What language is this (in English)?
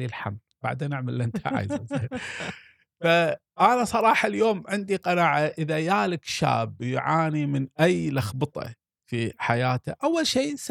Gulf Arabic